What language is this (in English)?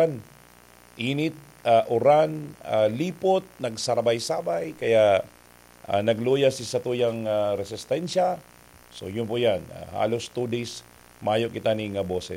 Bikol